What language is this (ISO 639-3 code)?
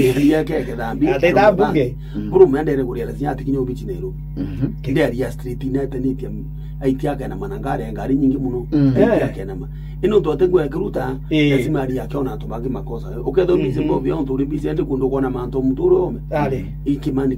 mer